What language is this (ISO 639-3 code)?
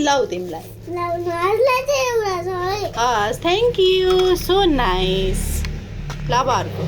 nep